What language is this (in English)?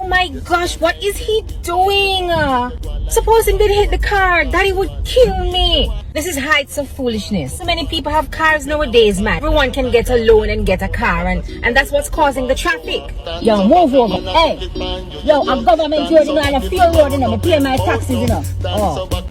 Jamaican Creole English